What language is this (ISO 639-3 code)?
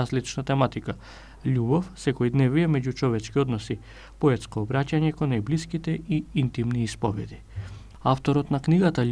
mkd